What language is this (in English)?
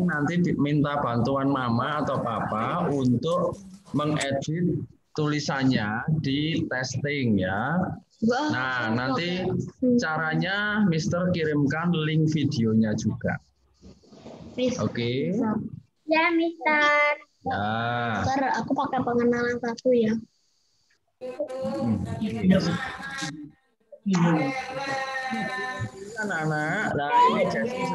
Indonesian